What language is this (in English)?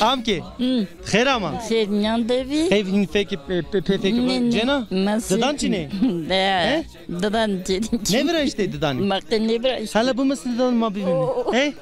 Zaza